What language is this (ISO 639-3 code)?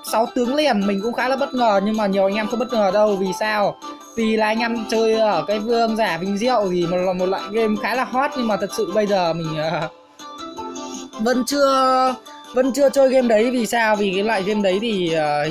vie